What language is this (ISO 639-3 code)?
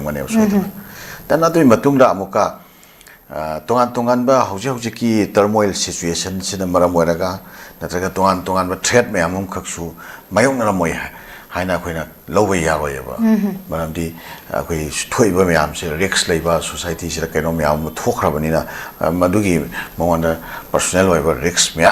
mni